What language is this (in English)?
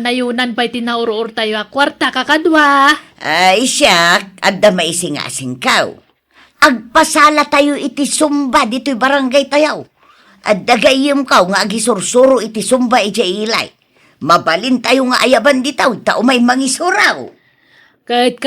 Iloko